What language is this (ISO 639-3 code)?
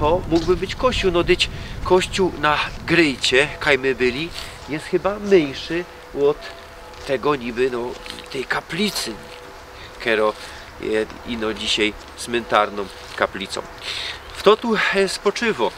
szl